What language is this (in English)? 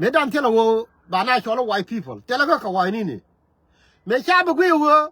Nuer